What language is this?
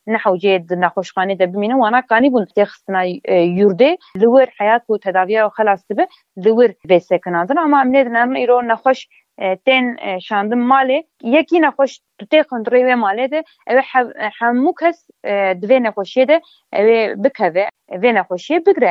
Kurdish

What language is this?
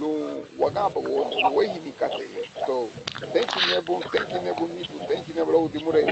Garifuna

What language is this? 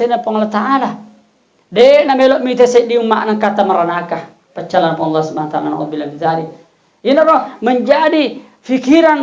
Buginese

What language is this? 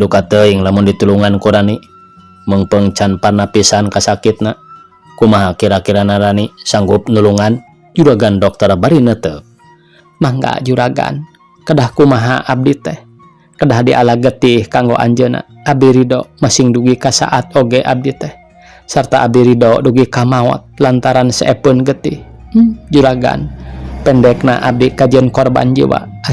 Sundanese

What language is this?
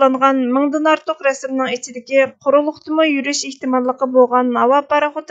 Uyghur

